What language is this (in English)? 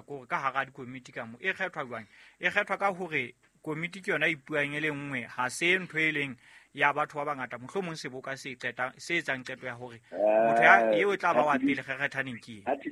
Southern Sotho